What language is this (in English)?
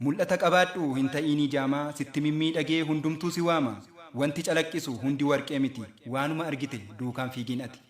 Oromo